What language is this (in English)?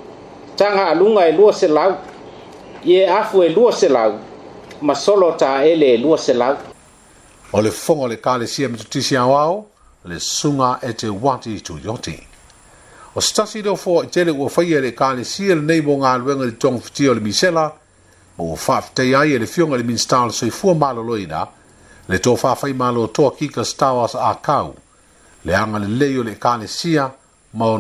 Samoan